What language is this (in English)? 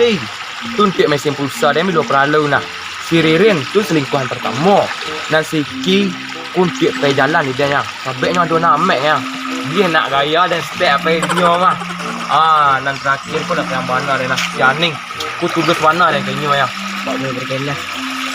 Minangkabau